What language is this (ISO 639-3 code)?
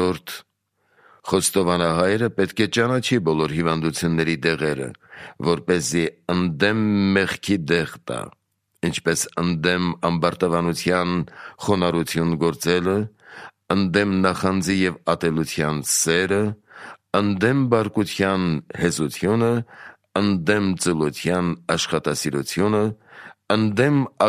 hye